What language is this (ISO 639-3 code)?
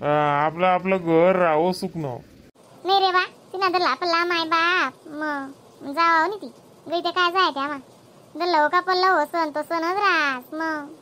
khn